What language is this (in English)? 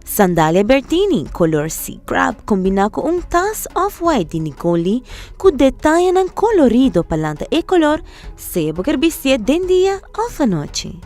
Papiamento